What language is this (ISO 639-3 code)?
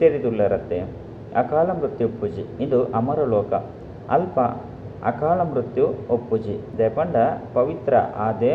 tcy